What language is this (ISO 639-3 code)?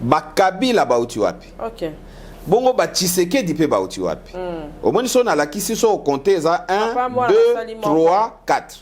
lin